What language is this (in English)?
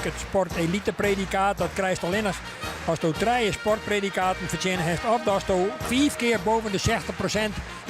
Western Frisian